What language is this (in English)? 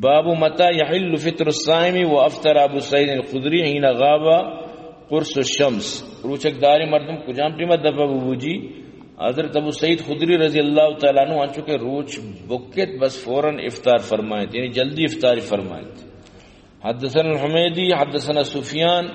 Baluchi